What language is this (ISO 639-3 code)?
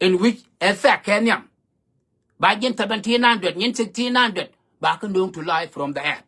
nus